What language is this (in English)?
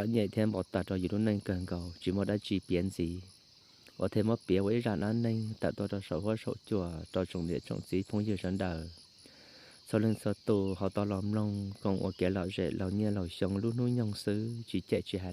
Hmong